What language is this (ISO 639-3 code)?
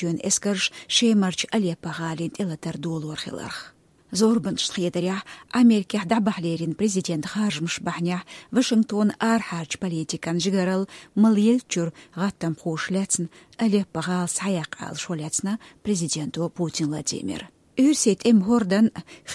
che